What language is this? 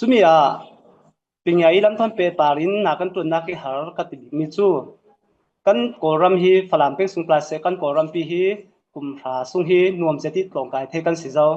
Falam Chin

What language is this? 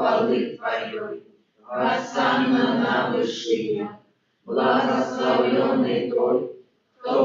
Belarusian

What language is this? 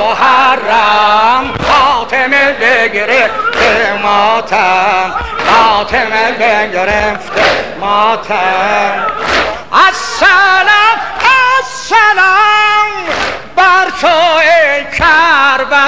Persian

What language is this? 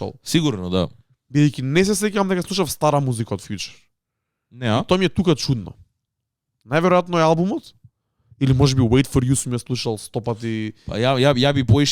Macedonian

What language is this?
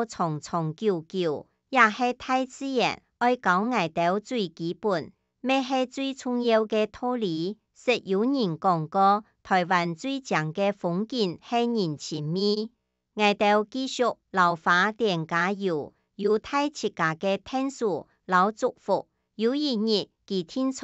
Hakka Chinese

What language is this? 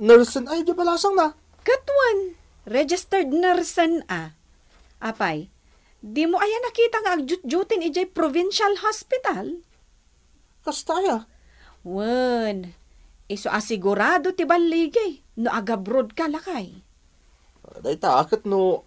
Iloko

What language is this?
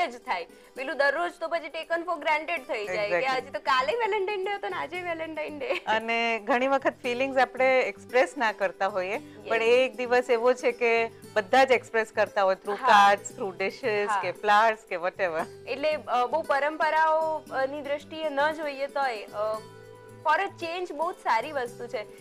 Gujarati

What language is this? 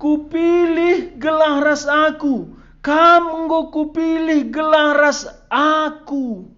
Batak Karo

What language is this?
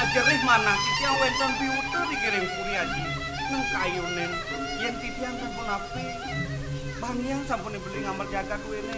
Balinese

